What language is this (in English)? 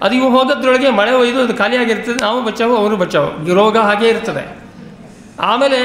Kannada